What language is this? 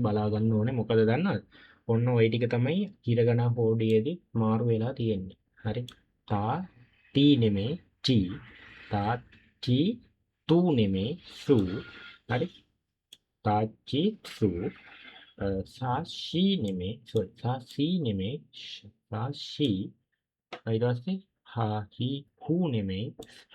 Sinhala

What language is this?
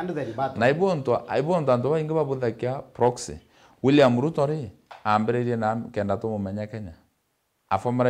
Meru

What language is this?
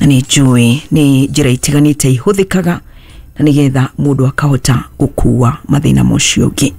Kikuyu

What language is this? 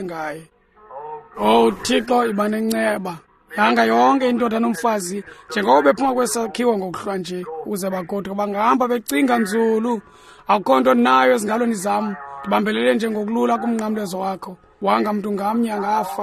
Xhosa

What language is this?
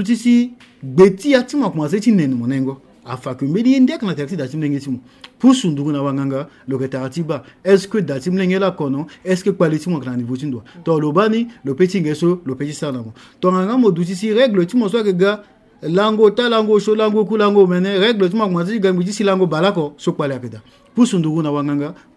Sango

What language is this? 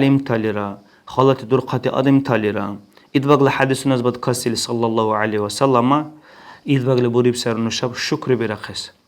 Dargwa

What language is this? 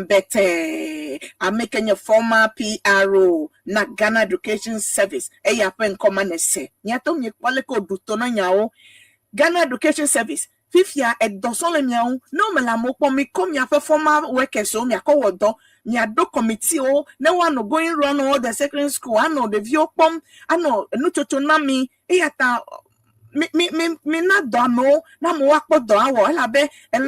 Ewe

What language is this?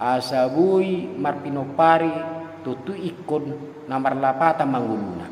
Batak Toba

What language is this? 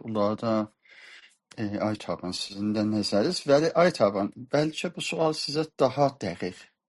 South Azerbaijani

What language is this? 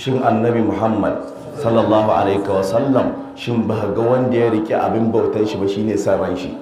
Hausa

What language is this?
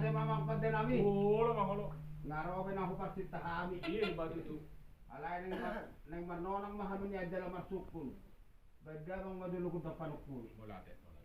Batak Toba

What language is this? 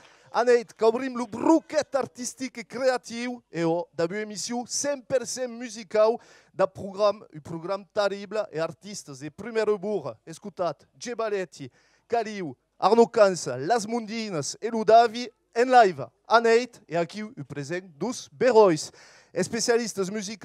Occitan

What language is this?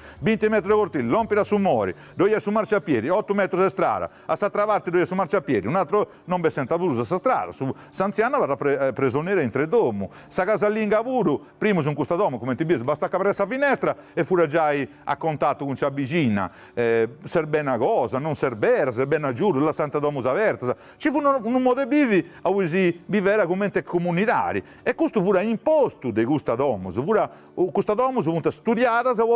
Sardinian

